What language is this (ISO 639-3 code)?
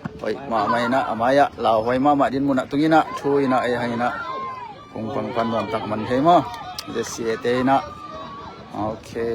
ctd